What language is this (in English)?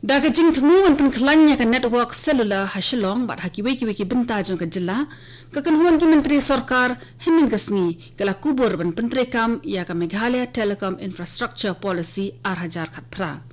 Khasi